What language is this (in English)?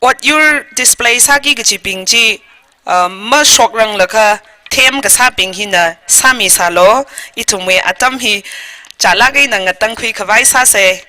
Tangkhul Naga (India)